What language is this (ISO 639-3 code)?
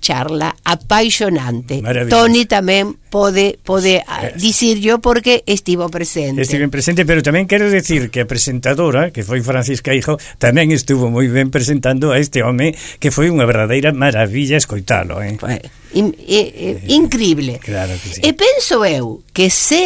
glg